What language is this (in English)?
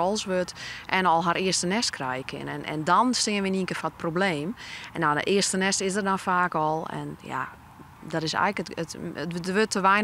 Western Frisian